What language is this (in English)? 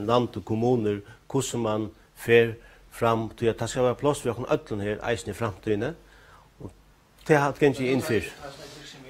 Faroese